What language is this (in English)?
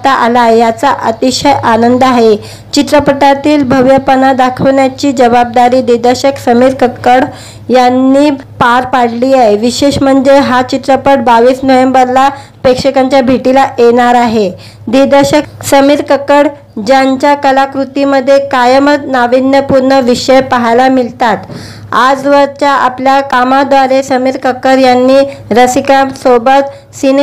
Marathi